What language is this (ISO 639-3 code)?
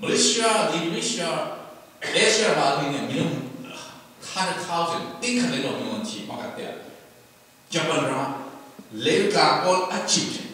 cfm